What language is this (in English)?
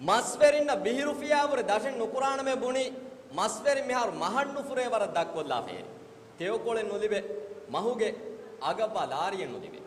Divehi